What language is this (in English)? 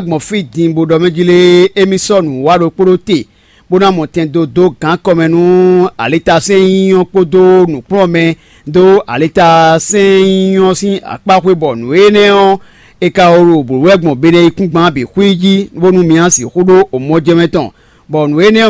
Fon